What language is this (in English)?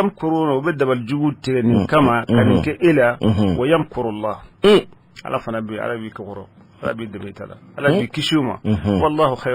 Bambara